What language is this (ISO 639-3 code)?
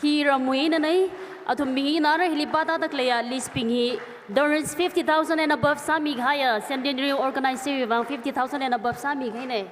nmf